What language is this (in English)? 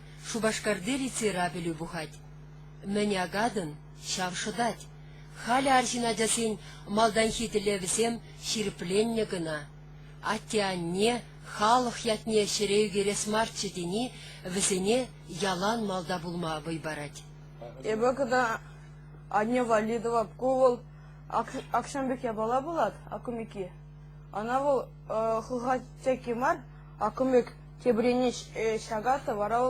Chuvash